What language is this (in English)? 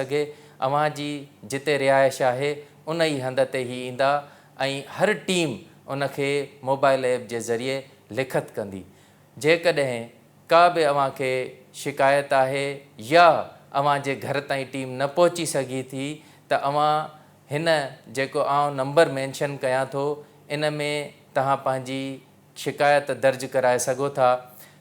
Sindhi